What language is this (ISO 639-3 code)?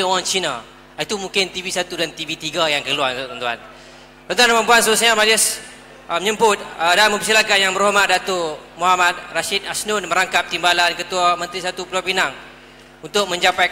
msa